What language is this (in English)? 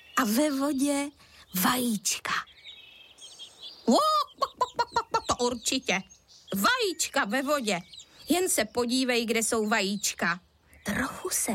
Czech